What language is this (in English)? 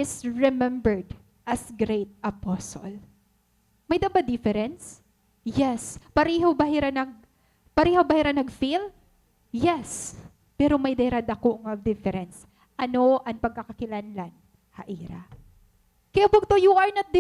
Waray